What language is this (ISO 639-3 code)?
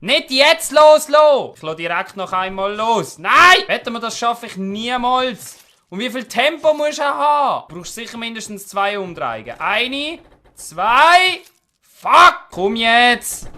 gsw